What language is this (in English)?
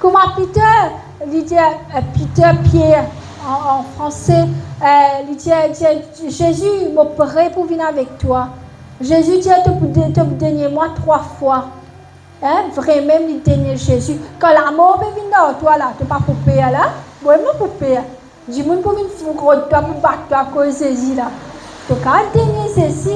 Morisyen